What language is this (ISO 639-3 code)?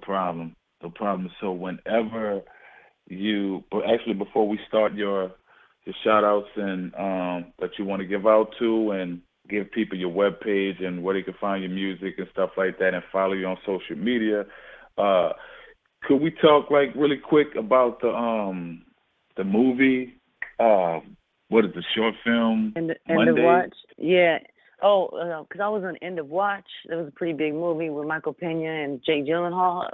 eng